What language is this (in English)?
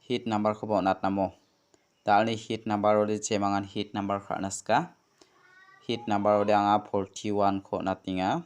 Garo